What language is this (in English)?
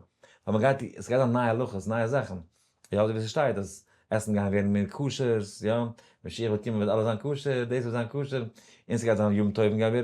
Yiddish